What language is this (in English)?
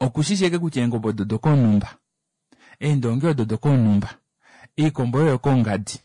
Kuanyama